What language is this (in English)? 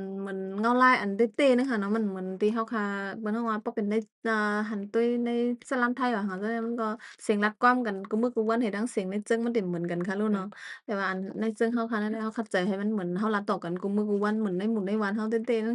Shan